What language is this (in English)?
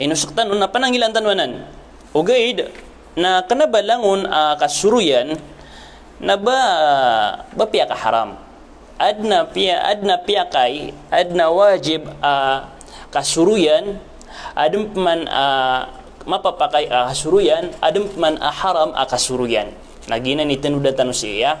Maranao